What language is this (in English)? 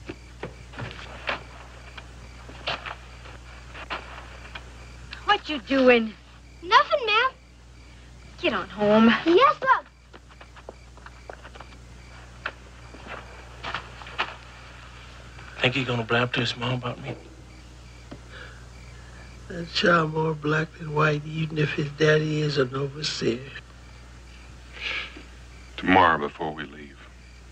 English